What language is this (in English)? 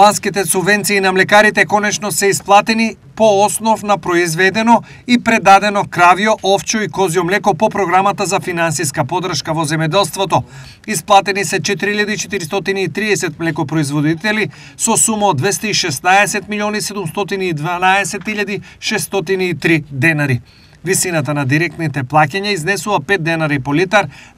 Macedonian